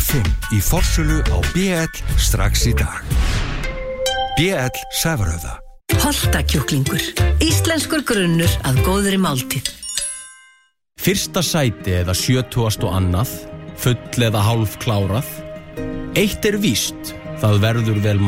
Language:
Icelandic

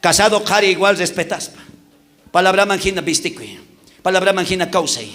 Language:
South Bolivian Quechua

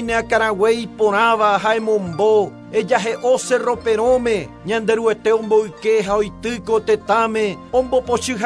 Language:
Guarani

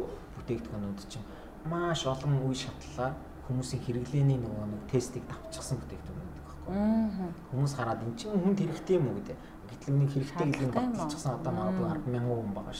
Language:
Mongolian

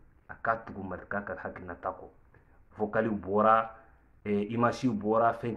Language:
Bambara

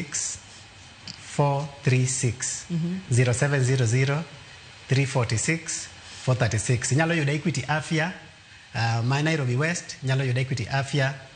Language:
Luo (Kenya and Tanzania)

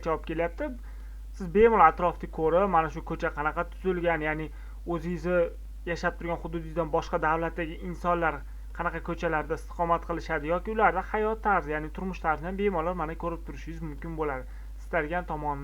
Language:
Uzbek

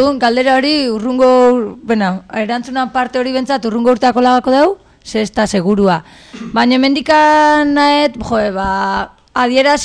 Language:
Basque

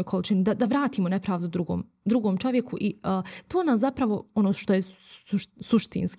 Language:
Bosnian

